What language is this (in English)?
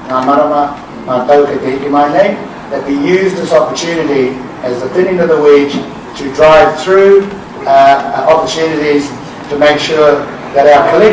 Māori